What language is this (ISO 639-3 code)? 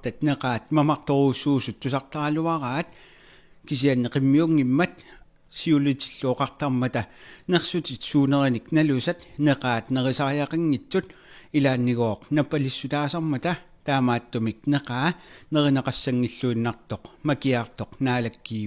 kal